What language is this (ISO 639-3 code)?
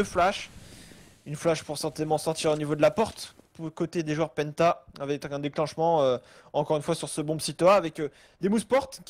fra